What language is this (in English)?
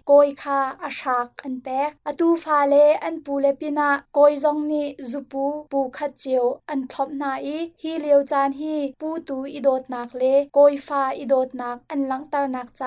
Hakha Chin